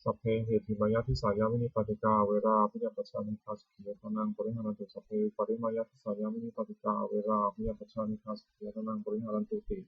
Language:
Pali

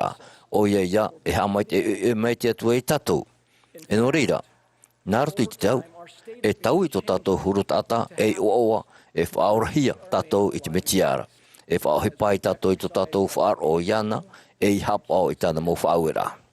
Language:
Tahitian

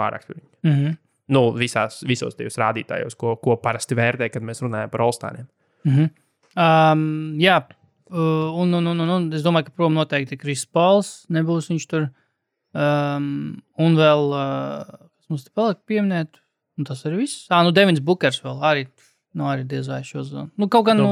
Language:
Latvian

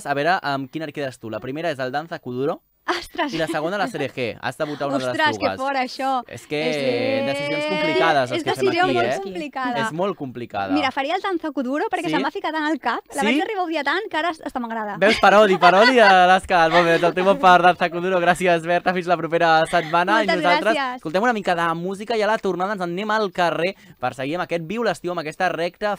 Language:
Catalan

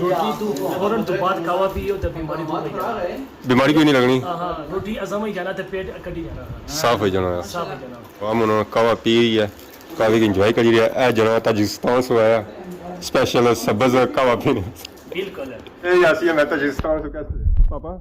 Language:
Pahari-Potwari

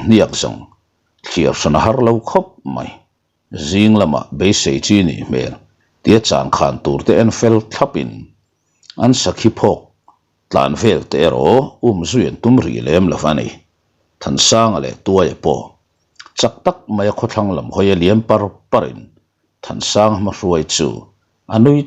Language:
Mizo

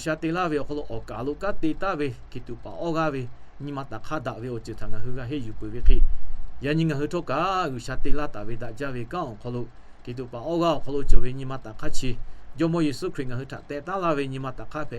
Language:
Lahu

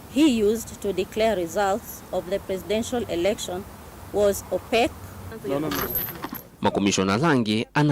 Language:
Kamba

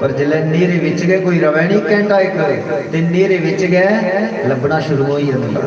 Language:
Dogri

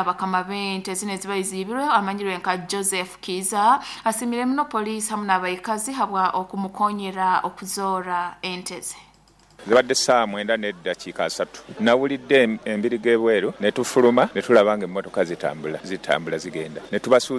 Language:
Nyoro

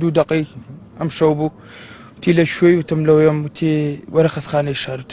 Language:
Central Kurdish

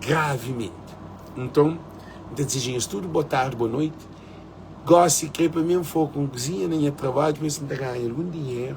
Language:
Kabuverdianu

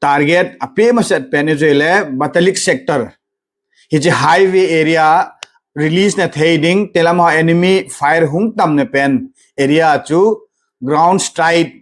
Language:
Thado Chin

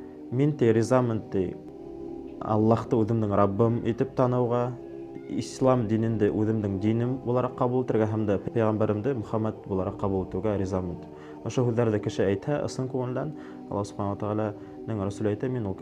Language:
Bashkir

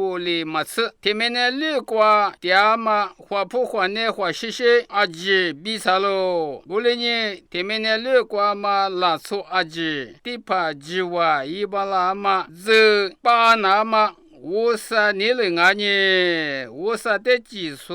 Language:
Lisu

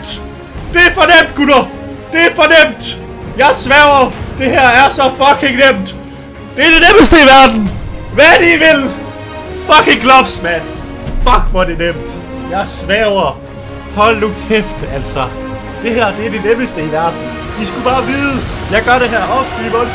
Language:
Danish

